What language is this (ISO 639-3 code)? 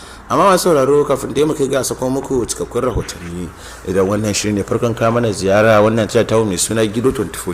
hau